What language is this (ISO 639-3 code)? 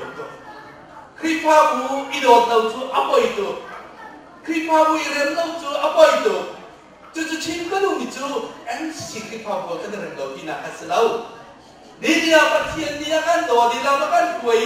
cnh